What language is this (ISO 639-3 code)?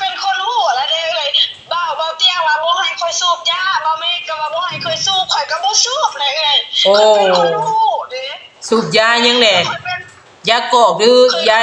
lao